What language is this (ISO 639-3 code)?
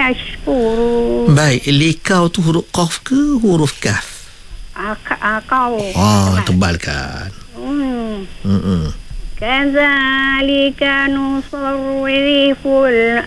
msa